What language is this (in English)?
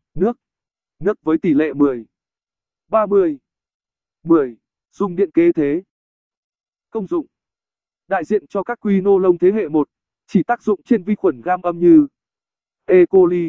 Vietnamese